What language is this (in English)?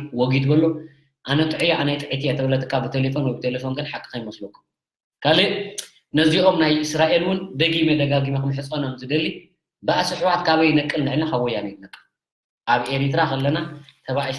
Tigrinya